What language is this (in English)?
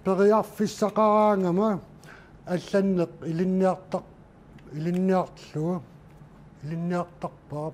Kalaallisut